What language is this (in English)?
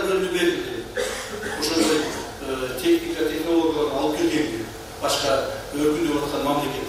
Kyrgyz